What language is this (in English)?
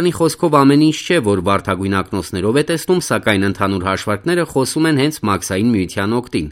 Armenian